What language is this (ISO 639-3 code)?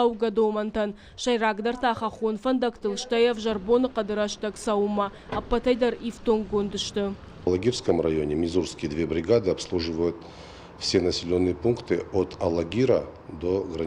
oss